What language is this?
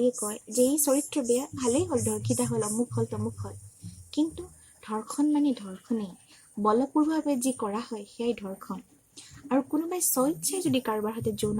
Assamese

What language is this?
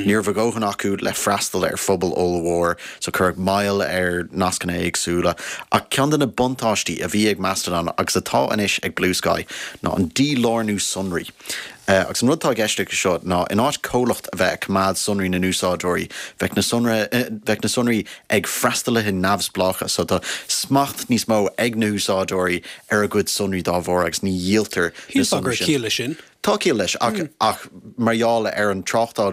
Irish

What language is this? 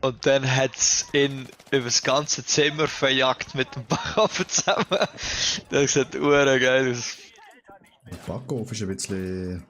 Swiss German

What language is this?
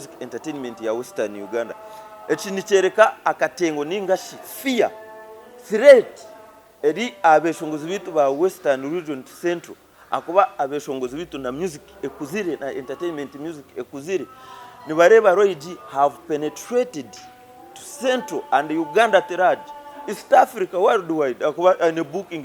Nyankole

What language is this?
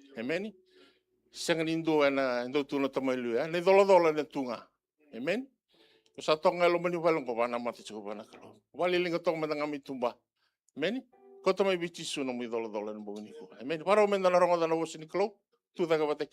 Fijian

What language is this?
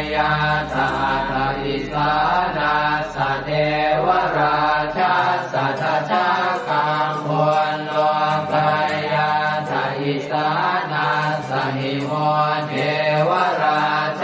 Pali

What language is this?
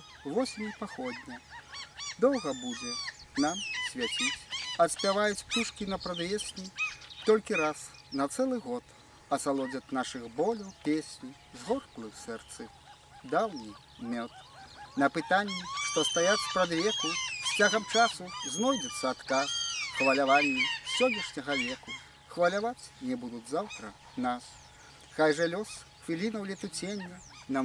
Belarusian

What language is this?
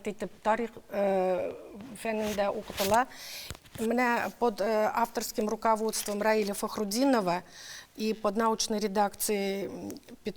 Tatar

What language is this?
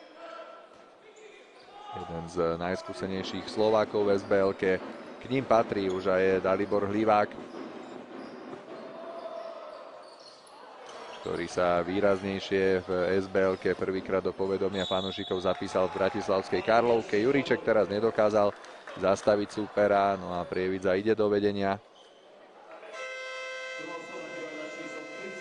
Slovak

